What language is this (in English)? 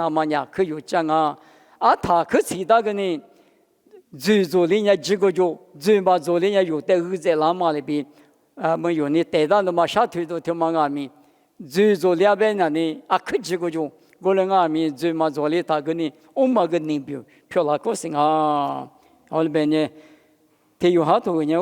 Lisu